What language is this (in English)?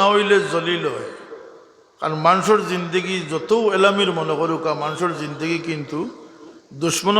Sylheti